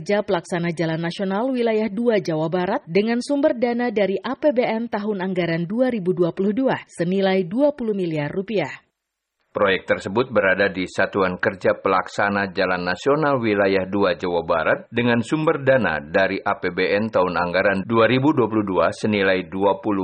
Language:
Indonesian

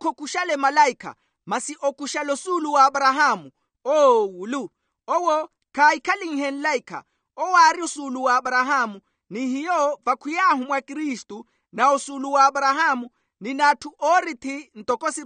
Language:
Makhuwa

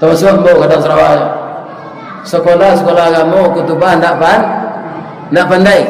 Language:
Minangkabau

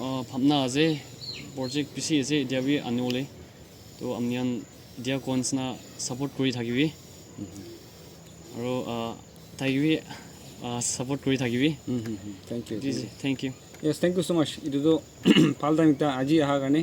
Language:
Naga Pidgin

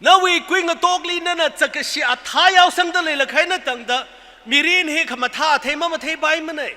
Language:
Tangkhul Naga (India)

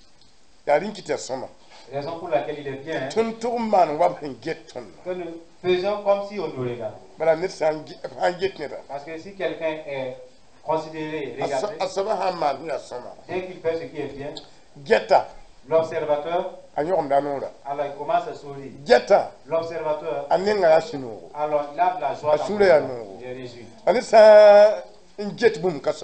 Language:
Mossi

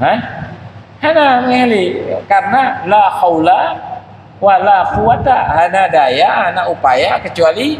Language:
Achinese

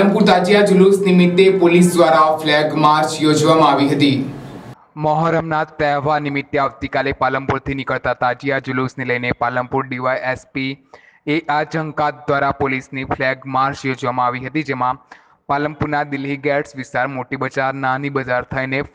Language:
Gujarati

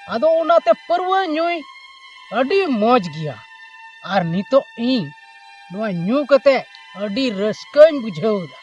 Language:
Santali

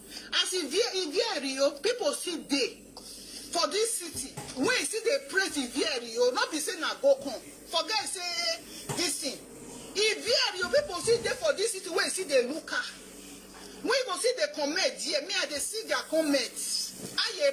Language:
Nigerian Pidgin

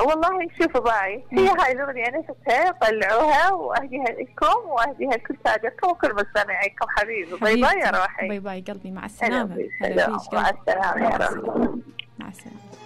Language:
Mesopotamian Arabic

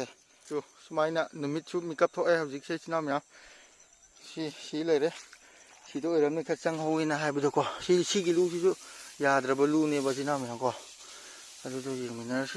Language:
Manipuri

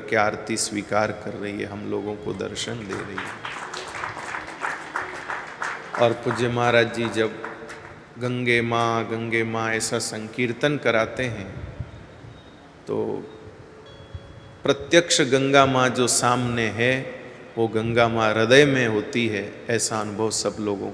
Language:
Hindi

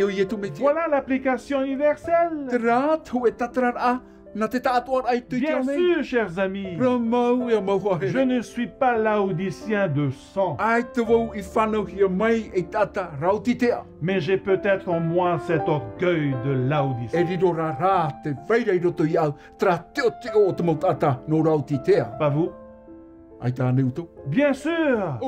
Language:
Tahitian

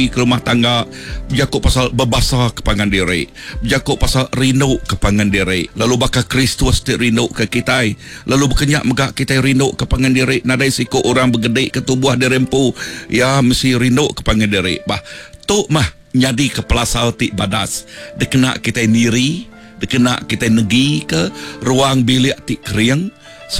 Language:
Iban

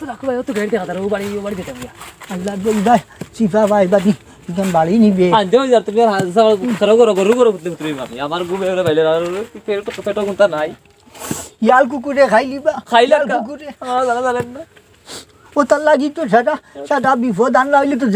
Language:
Sylheti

